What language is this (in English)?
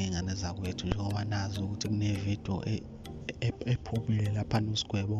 Zulu